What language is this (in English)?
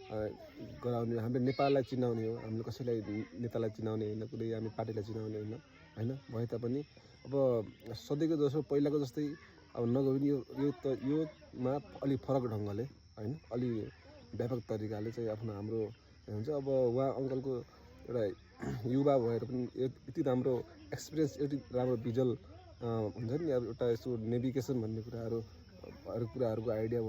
Nepali